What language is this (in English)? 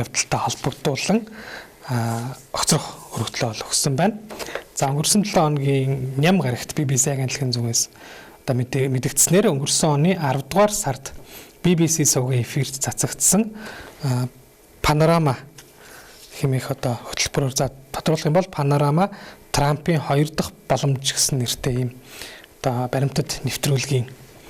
Mongolian